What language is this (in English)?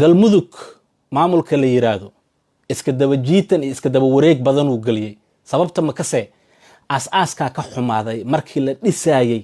Somali